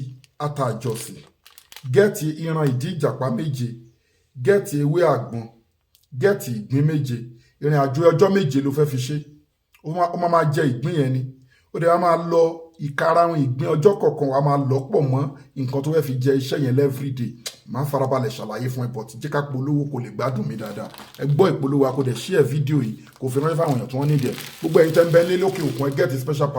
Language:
Yoruba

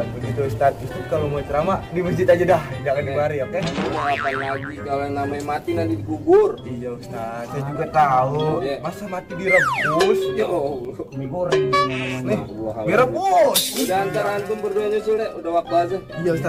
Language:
Betawi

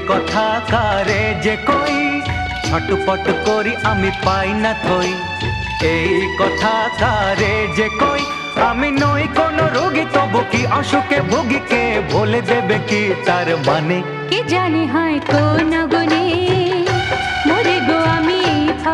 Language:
Bangla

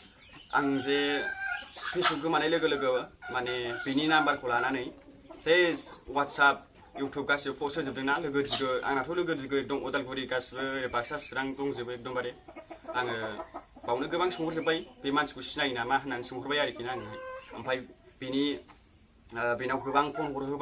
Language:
Bodo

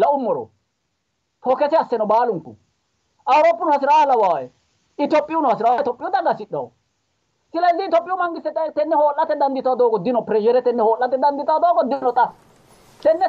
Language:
Sidamo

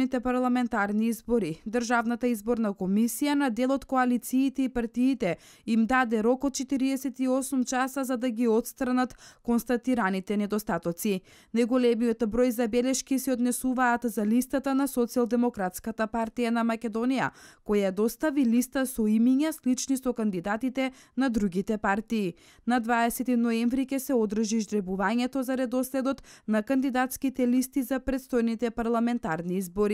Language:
Macedonian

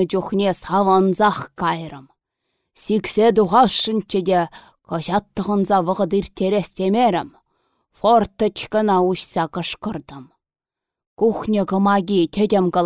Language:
Chuvash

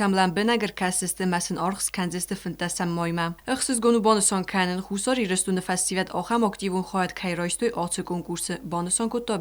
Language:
Ossetic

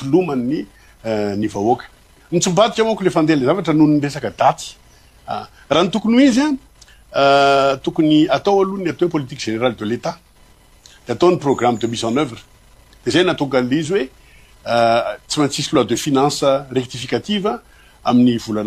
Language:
Malagasy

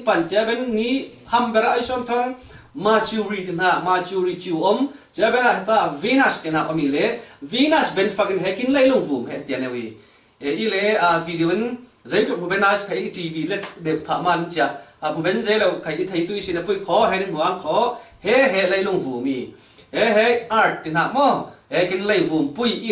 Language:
Falam Chin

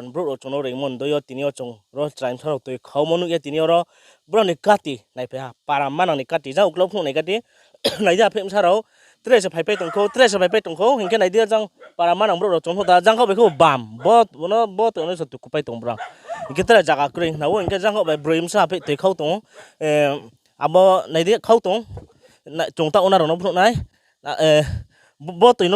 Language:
Riang (India)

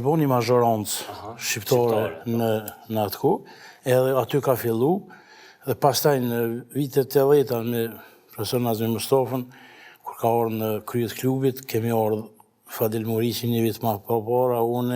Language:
Albanian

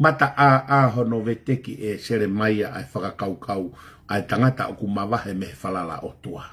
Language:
Tongan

